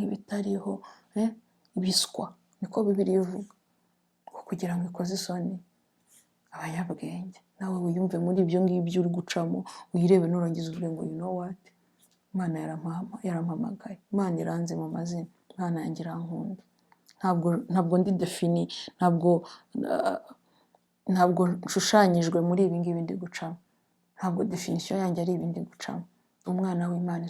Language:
Kinyarwanda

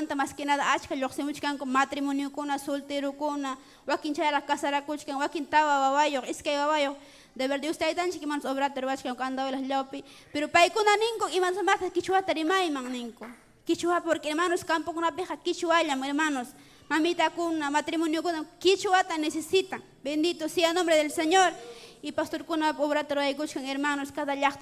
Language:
Ayacucho Quechua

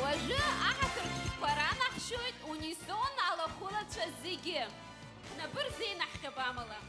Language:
Abkhazian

